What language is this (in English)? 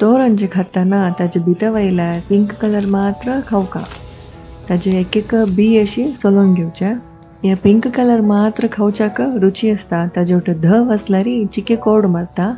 Konkani